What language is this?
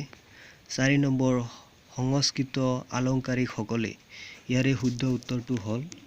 Assamese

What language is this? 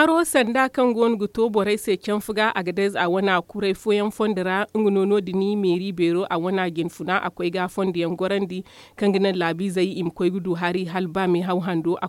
Zarma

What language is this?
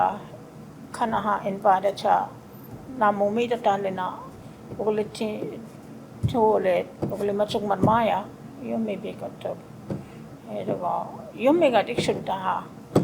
Choctaw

